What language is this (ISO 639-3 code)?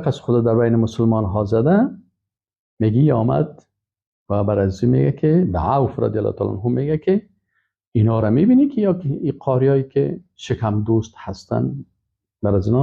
fas